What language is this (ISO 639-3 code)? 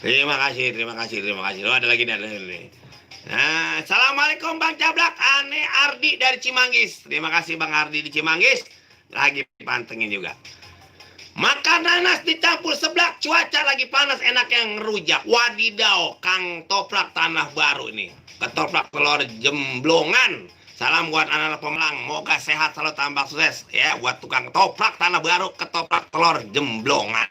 bew